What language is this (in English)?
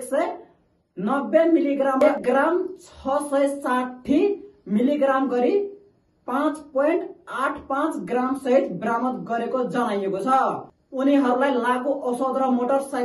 Nepali